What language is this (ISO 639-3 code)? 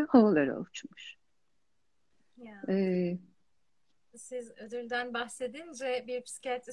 tur